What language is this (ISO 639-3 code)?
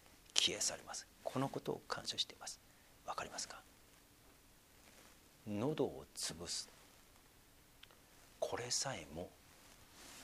jpn